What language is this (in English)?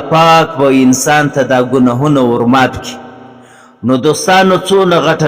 Pashto